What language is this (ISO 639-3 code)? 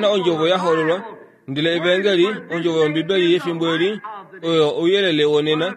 kua